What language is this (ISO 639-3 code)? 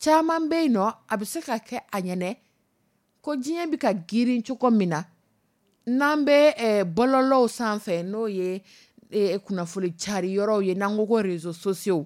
dyu